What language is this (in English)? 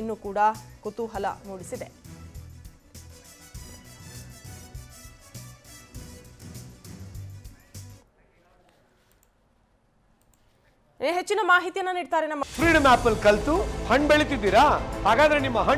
Kannada